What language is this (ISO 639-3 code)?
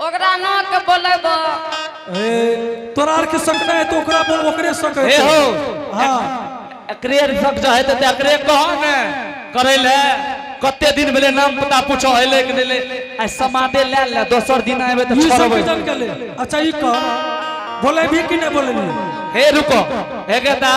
anp